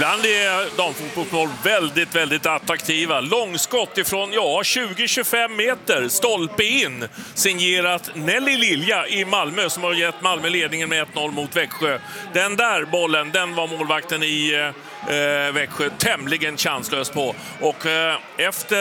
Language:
Swedish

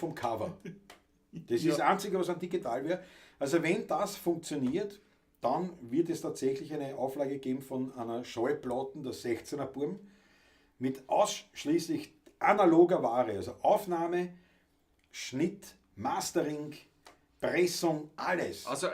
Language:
Bavarian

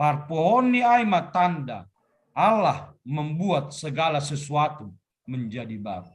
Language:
Batak Simalungun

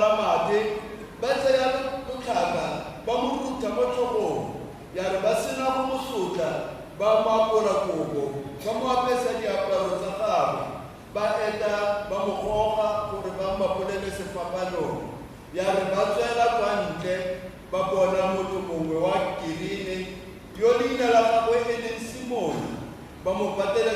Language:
Tswana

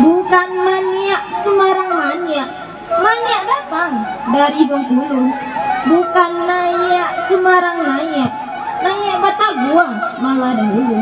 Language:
Minangkabau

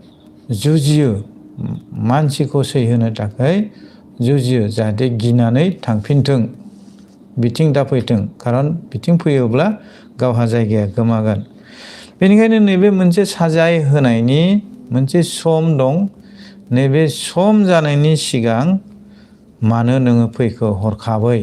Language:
Bodo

